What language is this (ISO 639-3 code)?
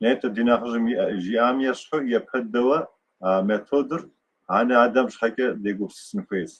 kbd